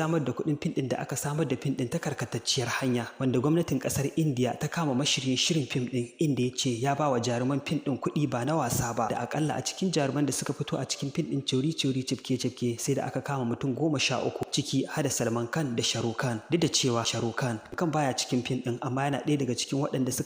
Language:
Hausa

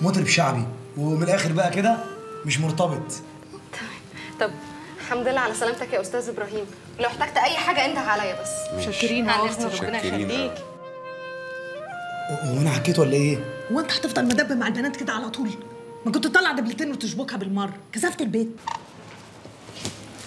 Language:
Egyptian Arabic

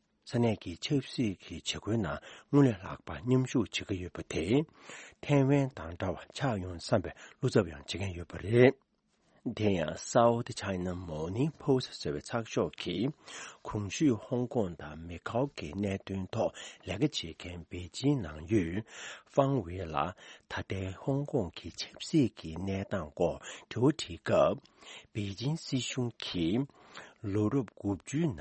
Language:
Tibetan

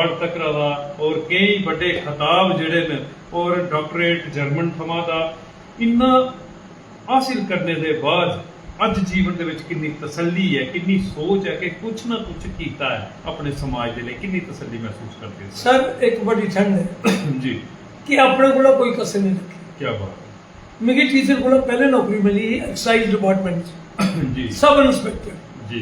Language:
Dogri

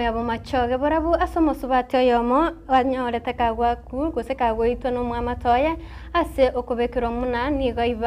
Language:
Gusii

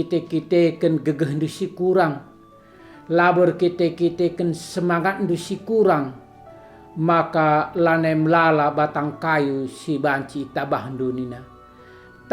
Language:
Batak Karo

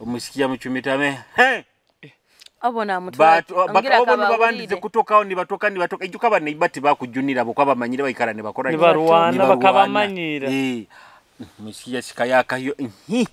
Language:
Nyoro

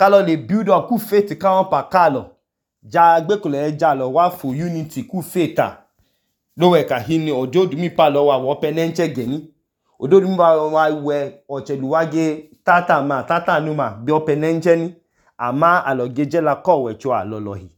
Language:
Idoma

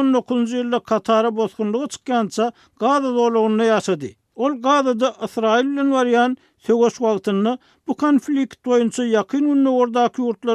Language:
Turkmen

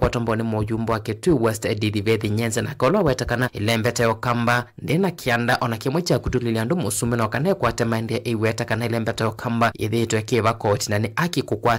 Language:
Kamba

